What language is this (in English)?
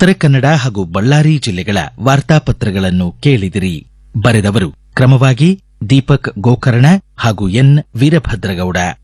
Kannada